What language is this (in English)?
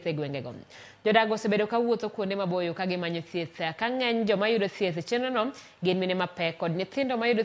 Luo (Kenya and Tanzania)